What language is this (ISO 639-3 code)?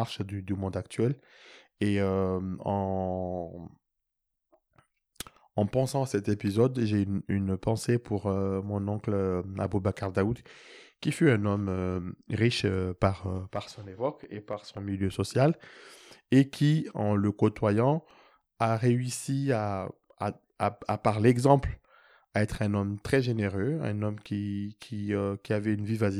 fra